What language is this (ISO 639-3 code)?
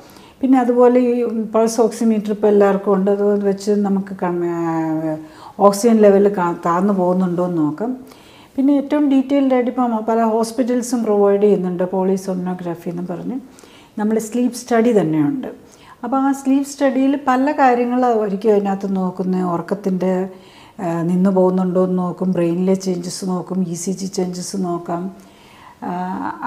mal